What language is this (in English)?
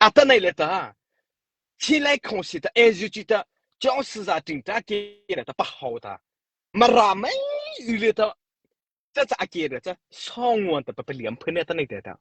Mara Chin